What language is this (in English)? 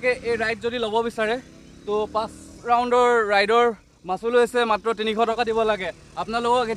Assamese